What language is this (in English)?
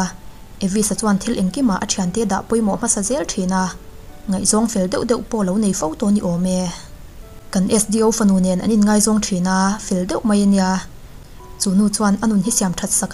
Mizo